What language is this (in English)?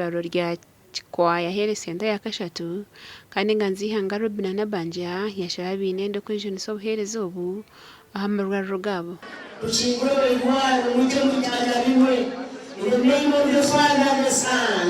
Nyankole